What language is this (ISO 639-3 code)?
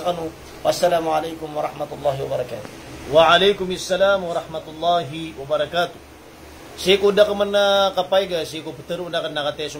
mrw